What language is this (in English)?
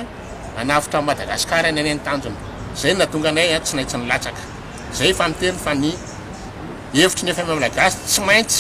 Malagasy